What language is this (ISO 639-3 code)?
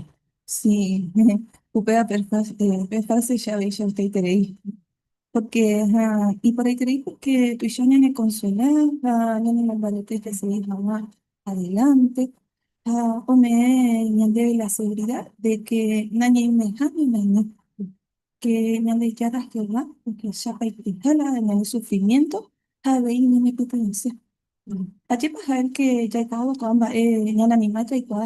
grn